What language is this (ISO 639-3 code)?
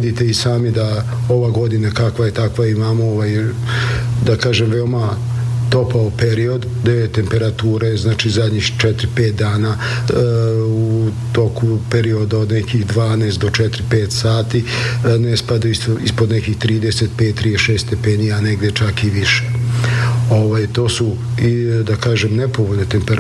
srp